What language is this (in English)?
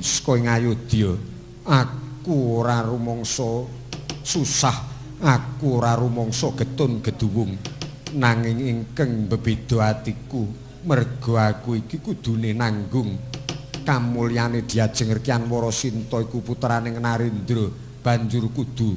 Javanese